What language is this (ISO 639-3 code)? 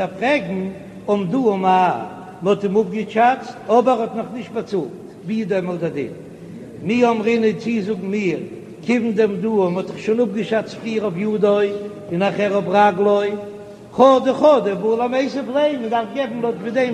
yid